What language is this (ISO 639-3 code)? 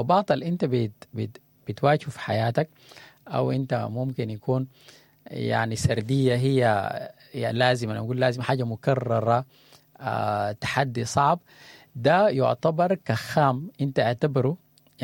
apd